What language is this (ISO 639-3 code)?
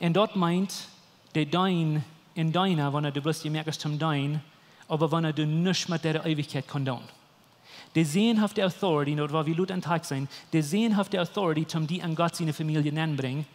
pdt